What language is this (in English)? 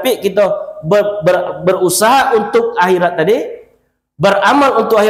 Minangkabau